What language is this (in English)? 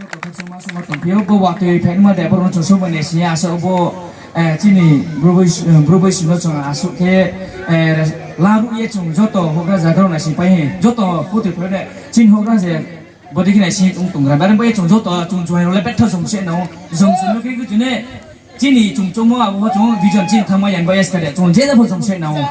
Riang (India)